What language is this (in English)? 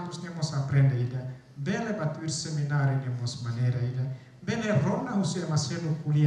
Tetum